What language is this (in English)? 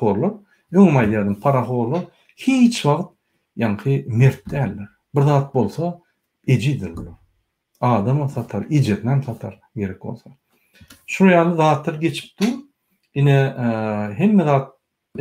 Turkmen